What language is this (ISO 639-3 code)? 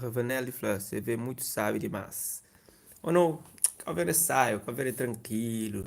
kea